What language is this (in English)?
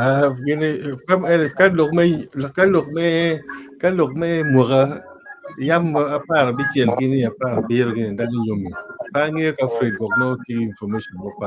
Acoli